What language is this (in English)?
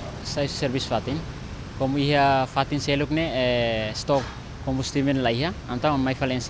Tetum